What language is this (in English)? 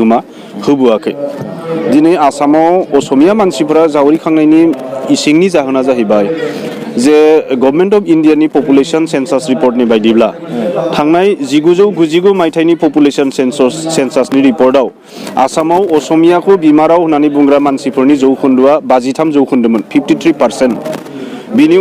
Bodo